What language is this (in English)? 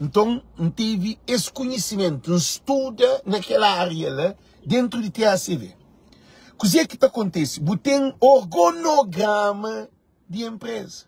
Kabuverdianu